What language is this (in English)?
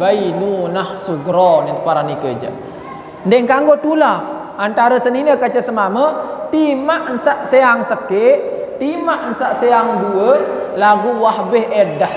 Sasak